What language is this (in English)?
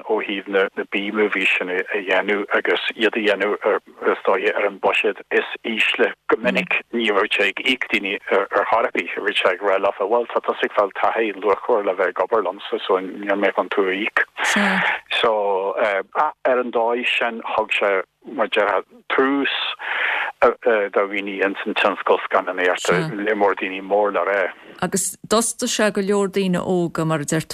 Irish